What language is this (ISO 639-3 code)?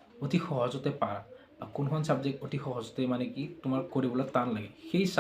asm